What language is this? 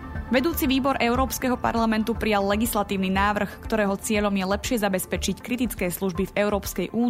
Slovak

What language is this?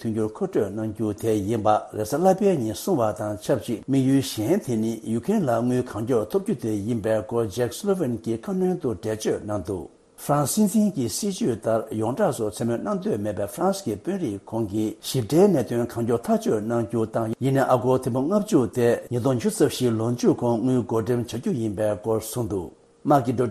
Tibetan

